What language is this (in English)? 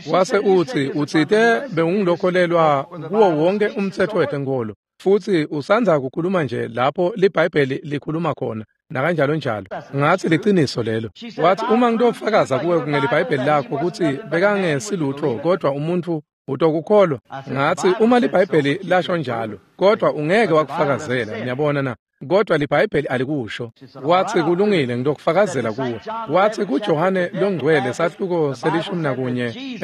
Swati